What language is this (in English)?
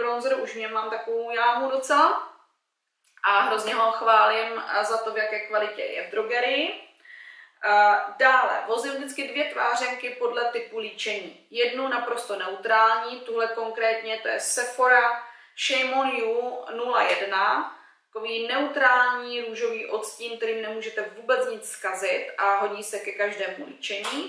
Czech